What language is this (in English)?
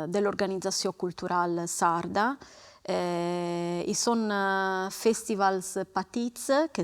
Sardinian